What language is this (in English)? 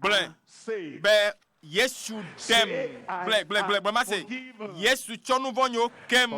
Ewe